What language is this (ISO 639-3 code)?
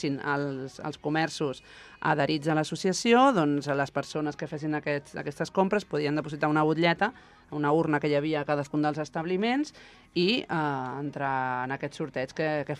cat